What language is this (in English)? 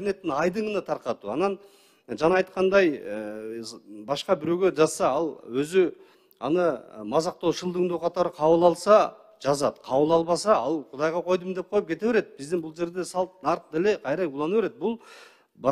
Kyrgyz